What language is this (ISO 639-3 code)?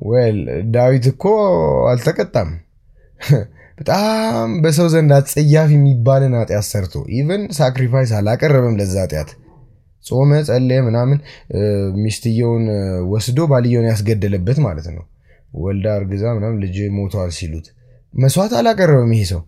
amh